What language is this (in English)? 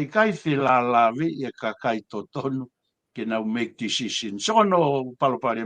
Tongan